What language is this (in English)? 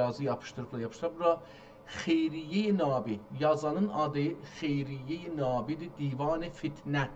South Azerbaijani